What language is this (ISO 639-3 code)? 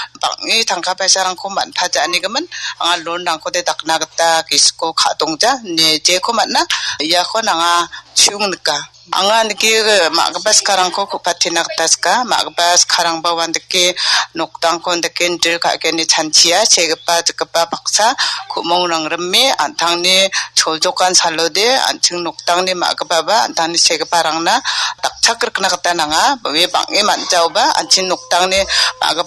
grt